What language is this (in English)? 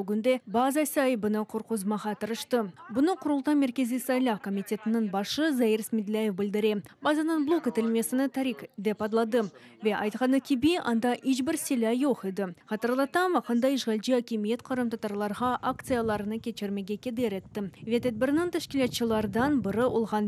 Crimean Tatar